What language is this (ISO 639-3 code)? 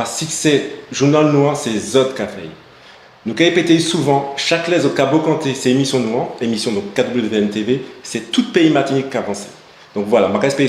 gcf